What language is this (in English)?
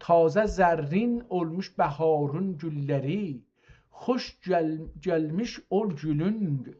South Azerbaijani